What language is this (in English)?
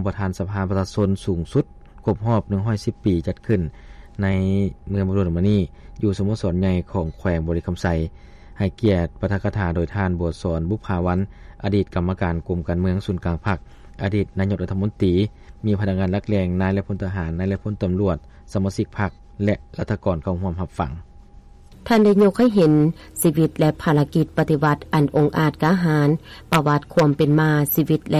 Lao